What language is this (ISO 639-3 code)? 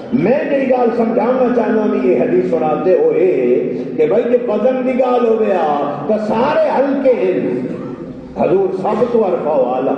skr